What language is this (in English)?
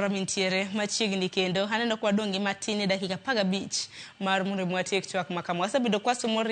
Luo (Kenya and Tanzania)